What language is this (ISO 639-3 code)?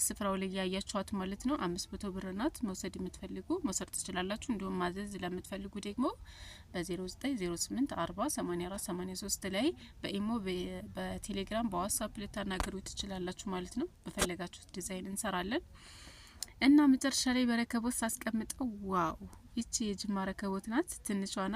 amh